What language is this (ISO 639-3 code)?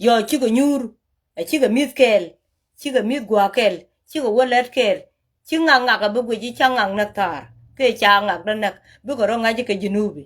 nus